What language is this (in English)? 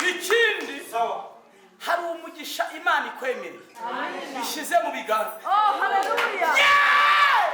Kinyarwanda